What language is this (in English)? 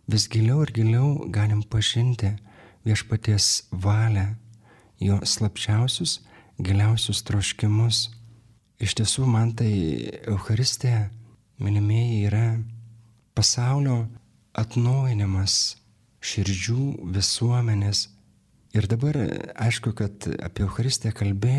Lithuanian